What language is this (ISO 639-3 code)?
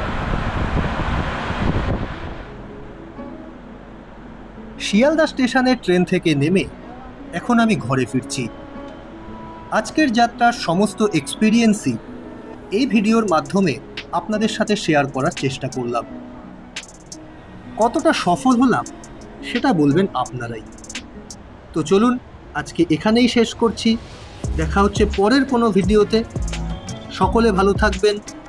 ben